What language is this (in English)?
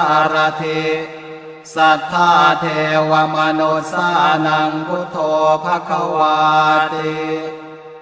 Pali